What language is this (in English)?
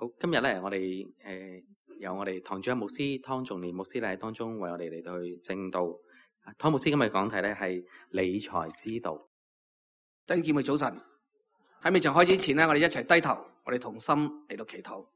Cantonese